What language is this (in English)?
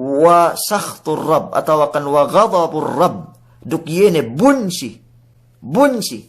Yakan